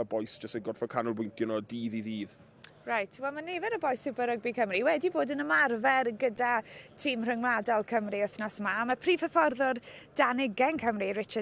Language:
Welsh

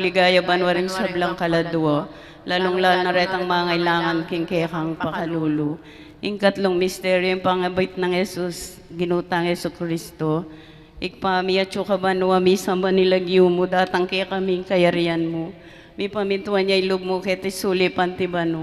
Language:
Pampanga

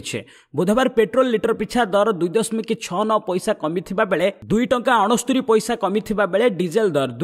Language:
Odia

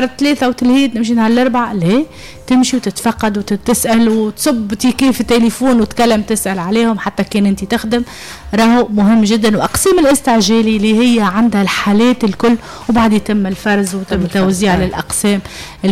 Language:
Tunisian Arabic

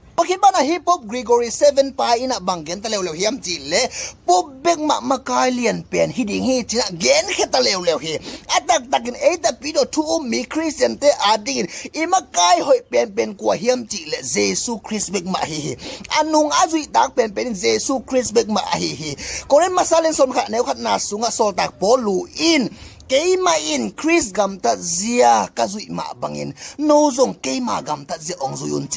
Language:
Tedim Chin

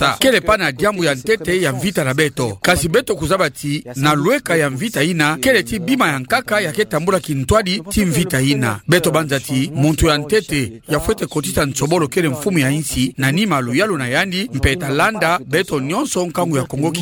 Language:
Kituba (Democratic Republic of Congo)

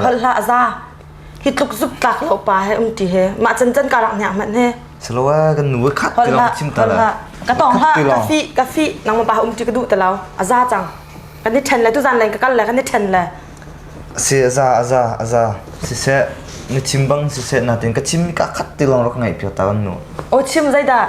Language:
Hakha Chin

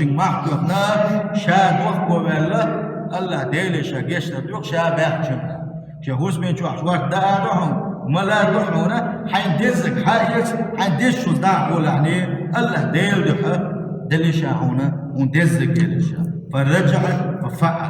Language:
Chechen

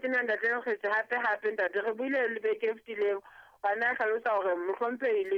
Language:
Southern Sotho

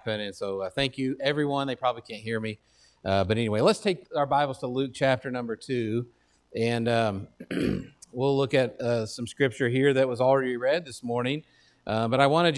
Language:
English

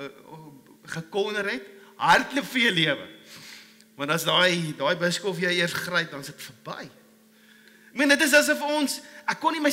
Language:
Afrikaans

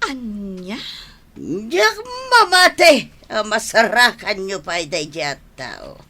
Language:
Iloko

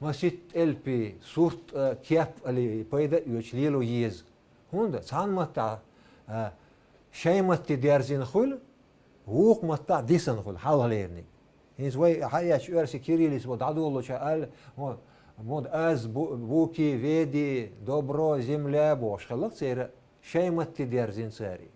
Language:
Chechen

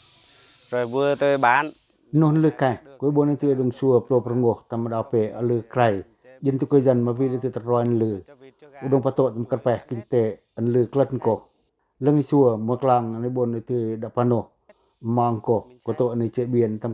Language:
Pacoh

